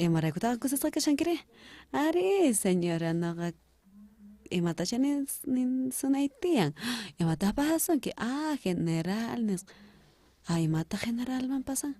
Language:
South Bolivian Quechua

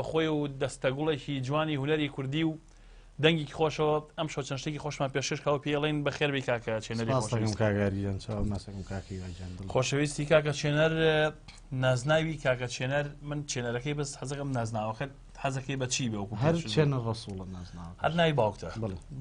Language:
Central Kurdish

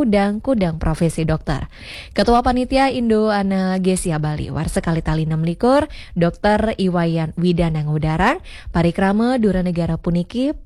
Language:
Balinese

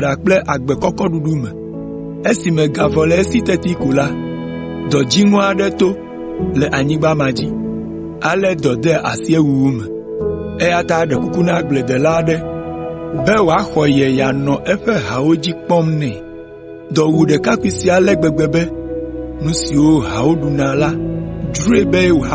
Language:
Ewe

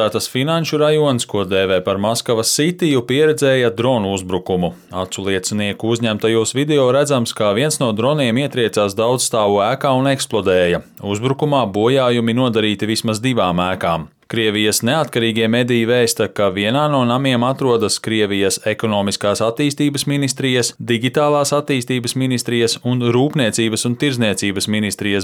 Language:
Latvian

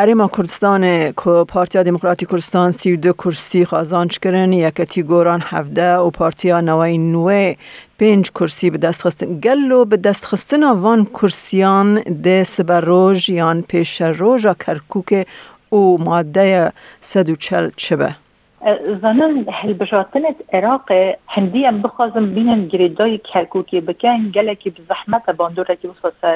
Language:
Kurdish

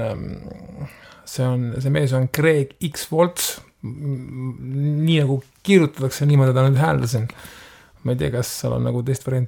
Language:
Estonian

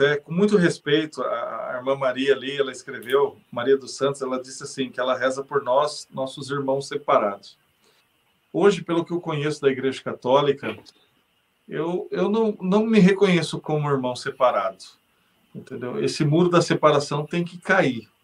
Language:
Portuguese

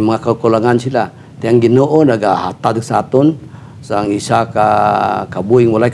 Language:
Hiligaynon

